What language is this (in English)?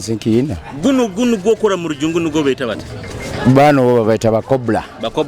Nyoro